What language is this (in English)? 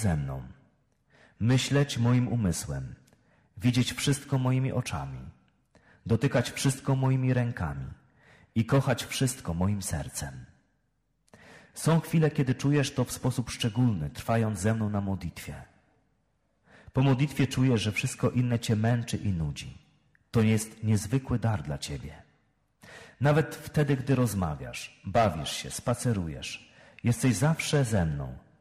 Polish